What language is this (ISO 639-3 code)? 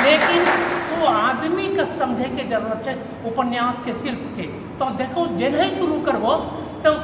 anp